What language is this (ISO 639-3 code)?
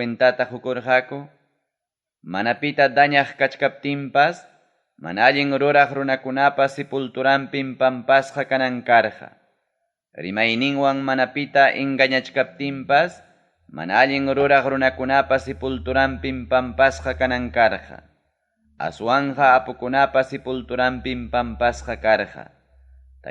quy